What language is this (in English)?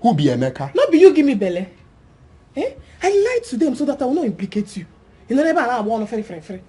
Nigerian Pidgin